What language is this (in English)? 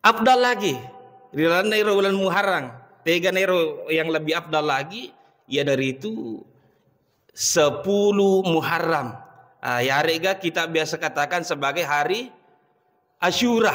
Buginese